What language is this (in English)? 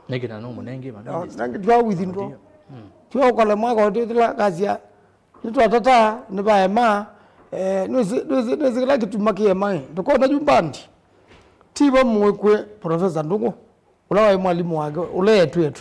Kamba